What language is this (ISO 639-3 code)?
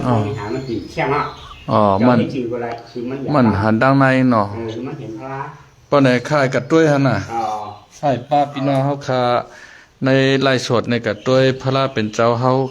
shn